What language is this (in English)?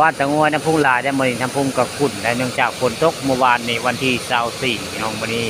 Northeastern Thai